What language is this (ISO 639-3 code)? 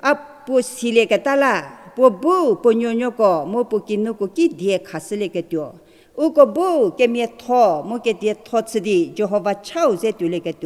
njm